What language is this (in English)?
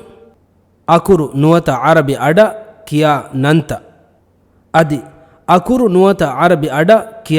Divehi